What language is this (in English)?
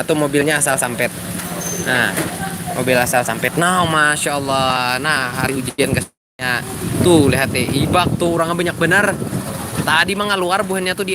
Banjar